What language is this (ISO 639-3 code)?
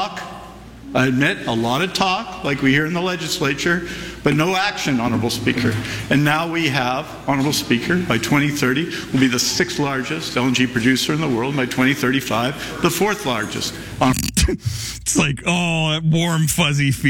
eng